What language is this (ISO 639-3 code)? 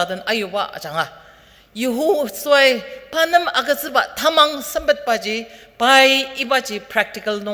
njo